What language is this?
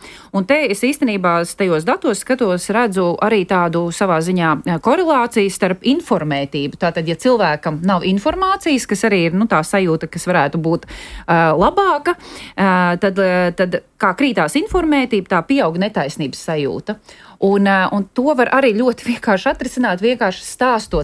Latvian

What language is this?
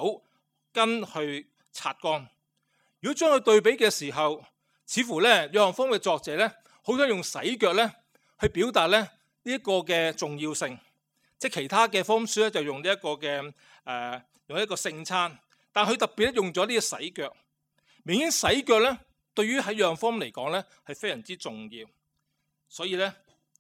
Cantonese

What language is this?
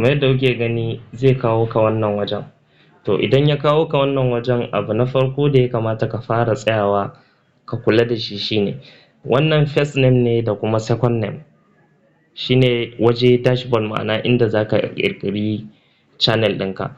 Hausa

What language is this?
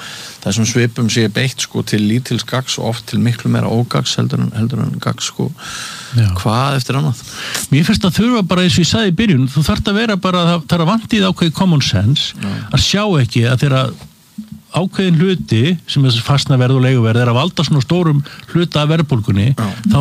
Icelandic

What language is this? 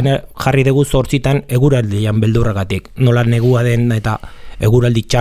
Basque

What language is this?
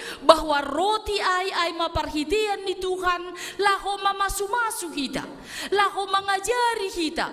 Batak Simalungun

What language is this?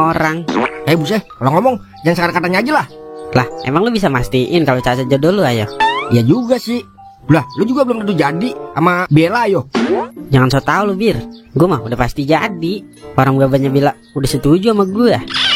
Betawi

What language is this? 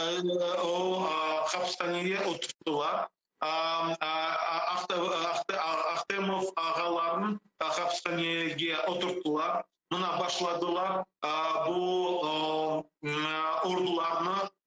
Crimean Tatar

